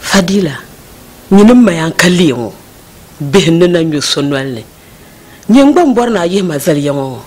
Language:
Dagbani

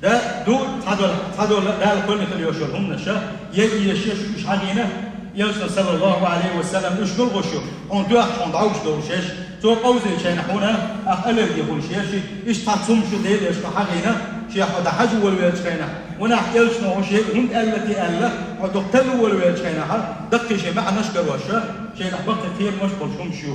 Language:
Chechen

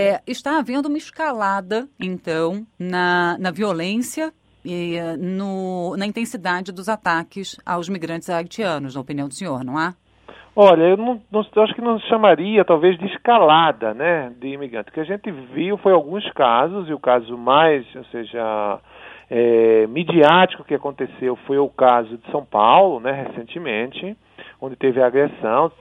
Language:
Portuguese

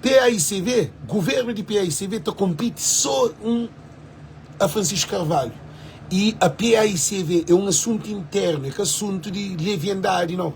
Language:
Kabuverdianu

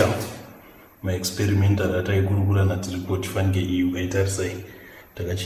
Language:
Shona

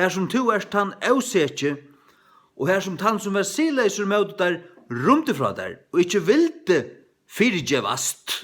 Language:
Faroese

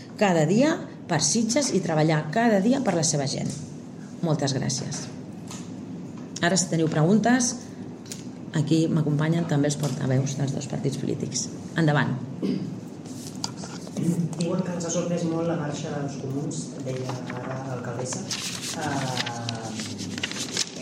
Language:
Catalan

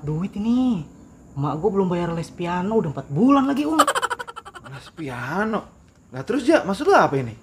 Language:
Betawi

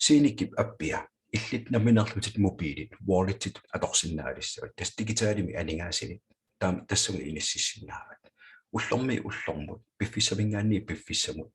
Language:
Kalaallisut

